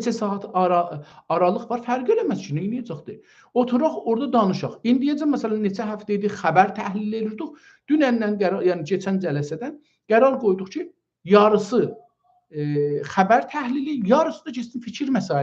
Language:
South Azerbaijani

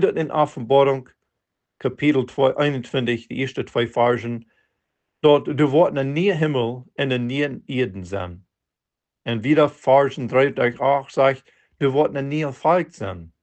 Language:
Plautdietsch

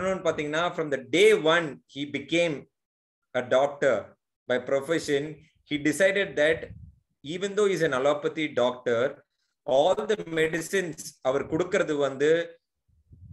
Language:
Tamil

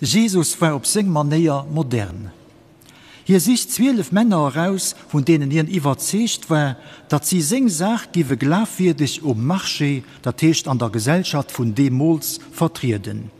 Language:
Luxembourgish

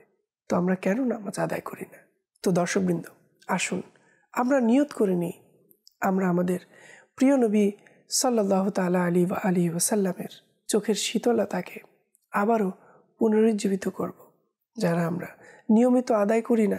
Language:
Bangla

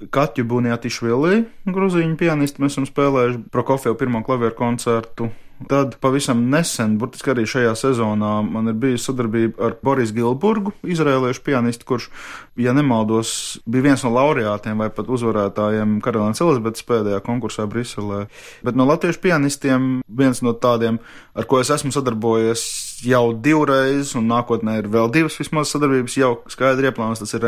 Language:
Latvian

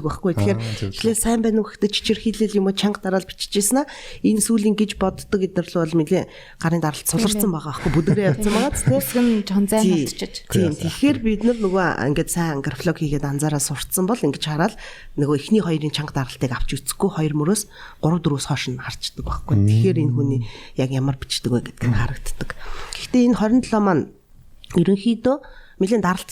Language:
Mongolian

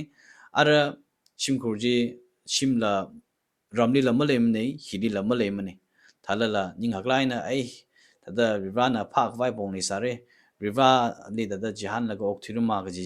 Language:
Tangkhul Naga (India)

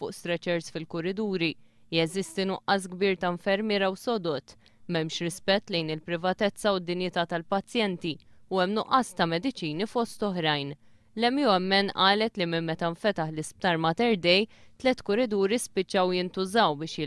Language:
Maltese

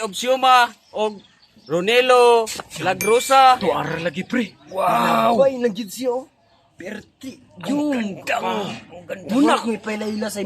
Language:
Cebuano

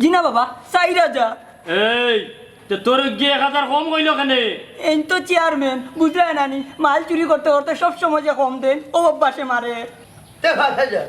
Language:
Sylheti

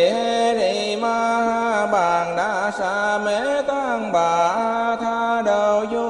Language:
Vietnamese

